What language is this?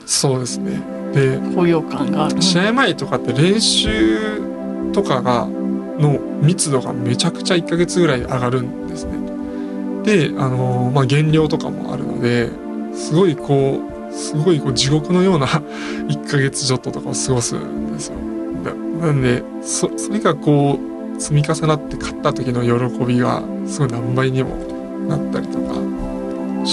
Japanese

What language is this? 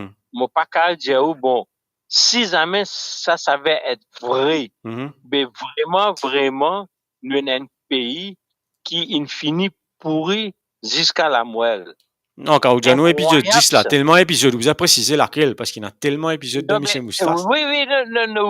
Morisyen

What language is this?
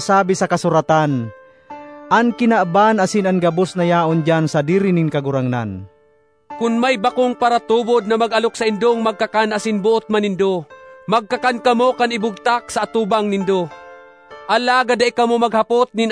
Bikol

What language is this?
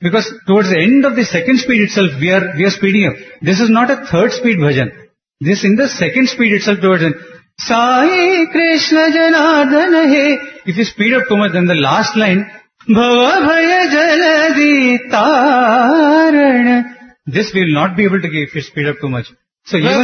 English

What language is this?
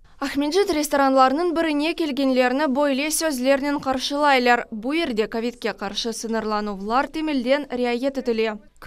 Crimean Tatar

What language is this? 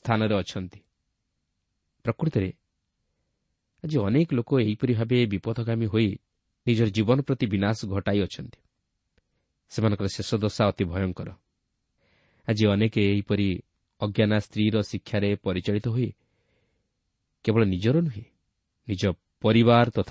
Odia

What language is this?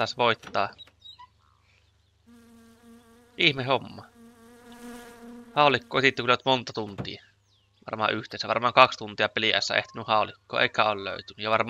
Finnish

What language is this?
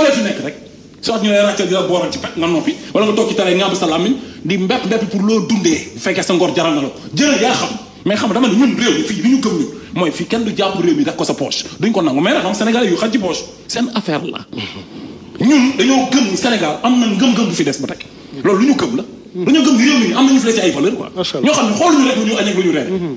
Wolof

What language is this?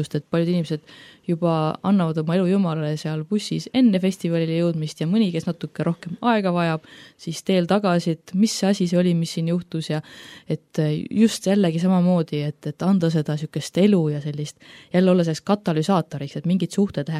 Estonian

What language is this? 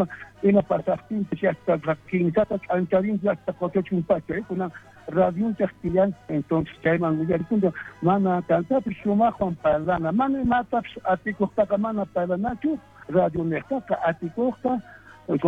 South Bolivian Quechua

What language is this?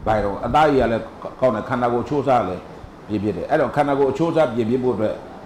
Burmese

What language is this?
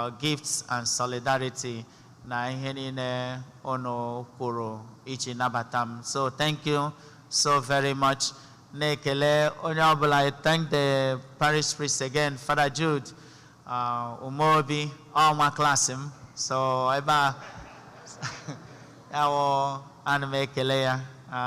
Igbo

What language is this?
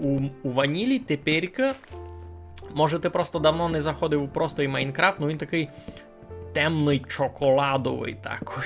Rusyn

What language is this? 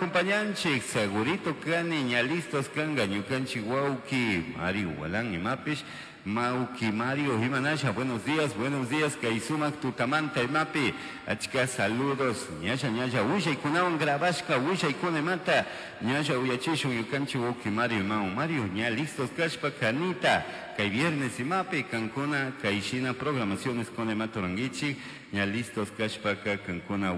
Chimborazo Highland Quichua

